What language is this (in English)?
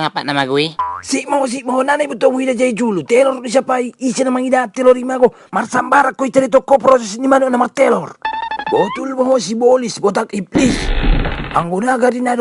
Batak Toba